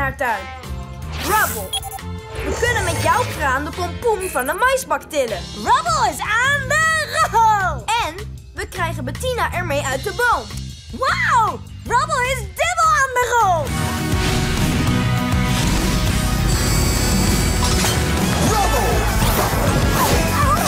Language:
Dutch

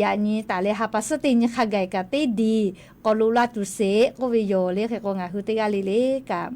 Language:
Lahu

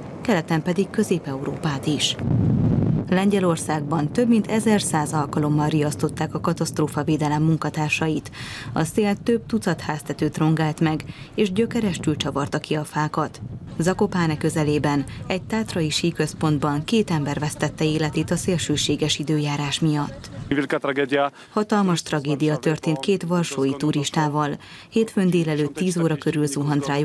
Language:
Hungarian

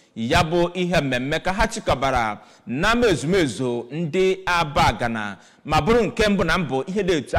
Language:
Igbo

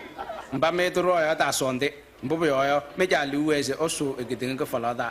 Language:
Kabiyè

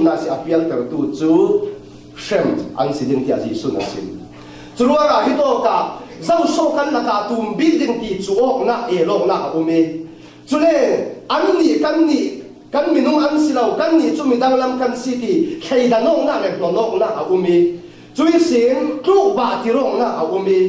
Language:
Falam Chin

